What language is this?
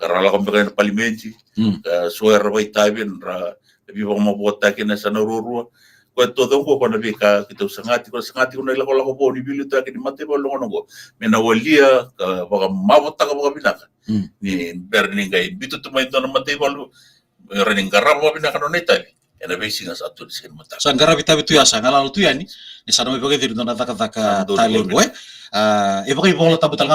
Fijian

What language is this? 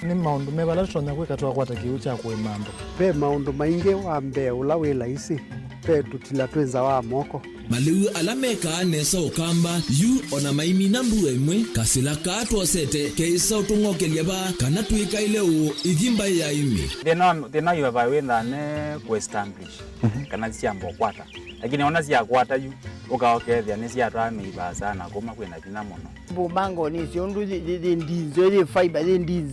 Kamba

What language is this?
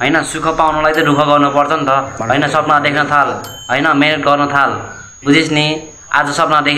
Nepali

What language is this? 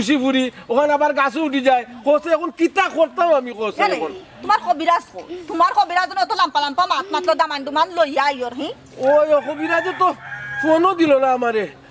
Sylheti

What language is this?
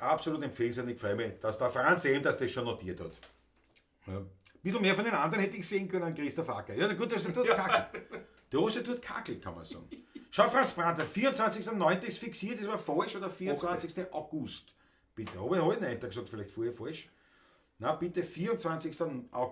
Bavarian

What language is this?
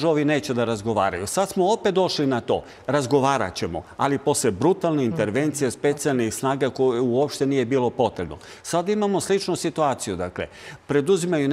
Serbian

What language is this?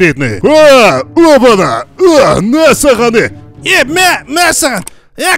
Kazakh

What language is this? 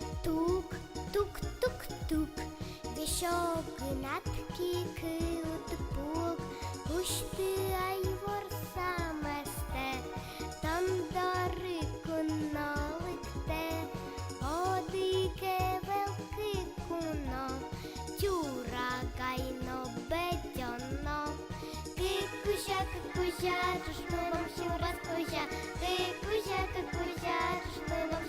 Udmurt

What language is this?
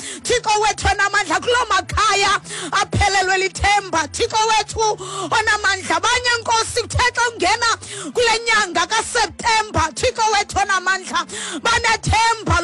Xhosa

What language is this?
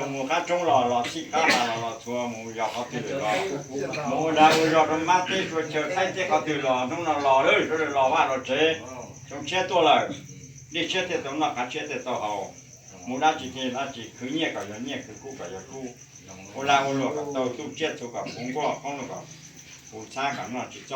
Hmong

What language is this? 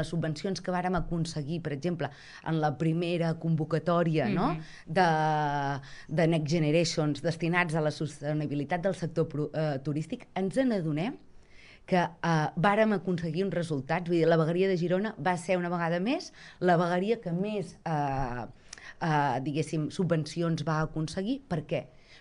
Catalan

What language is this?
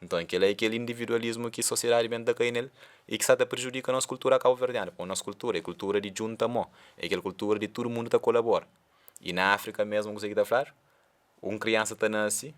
Kabuverdianu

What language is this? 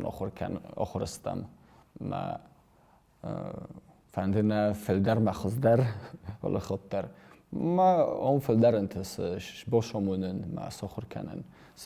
Ossetic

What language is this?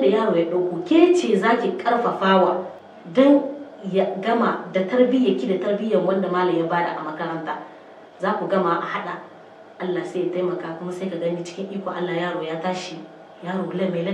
Hausa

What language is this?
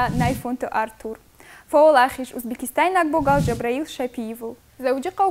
Ossetic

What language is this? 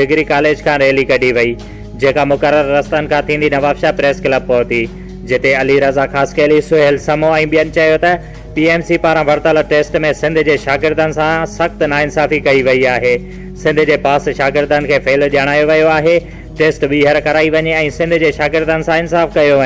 Sindhi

